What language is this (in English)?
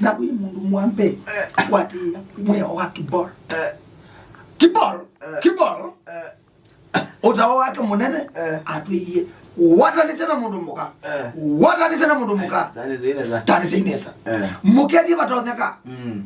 Kamba